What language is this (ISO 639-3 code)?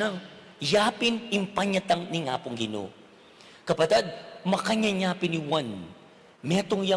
pam